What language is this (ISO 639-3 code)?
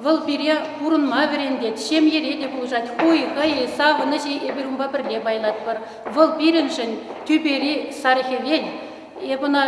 chv